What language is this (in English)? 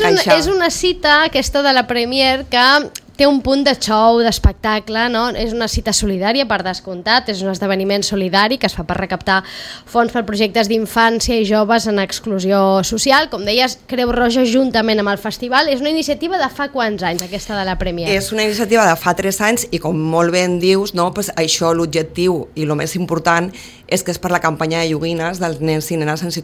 Catalan